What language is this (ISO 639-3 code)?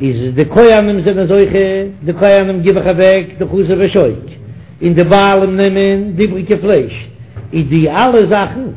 yid